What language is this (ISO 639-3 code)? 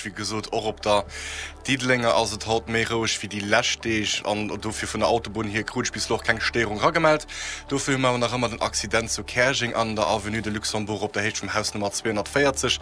ltz